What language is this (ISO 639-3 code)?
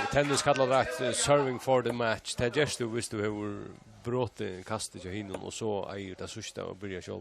fao